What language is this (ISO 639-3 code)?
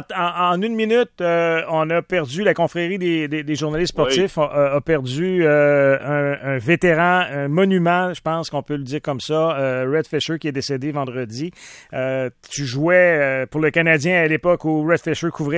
fra